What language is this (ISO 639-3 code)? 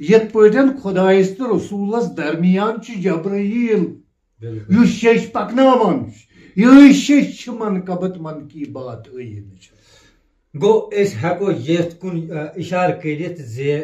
kas